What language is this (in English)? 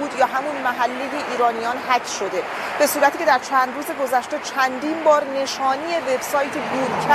Persian